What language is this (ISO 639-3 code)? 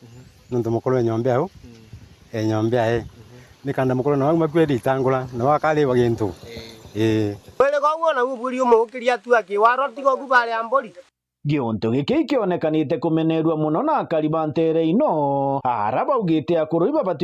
mer